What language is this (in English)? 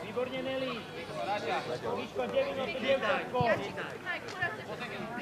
Slovak